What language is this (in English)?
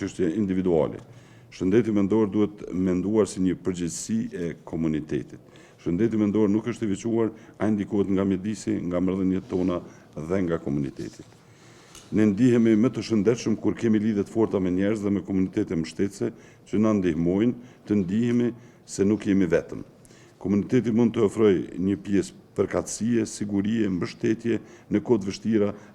Albanian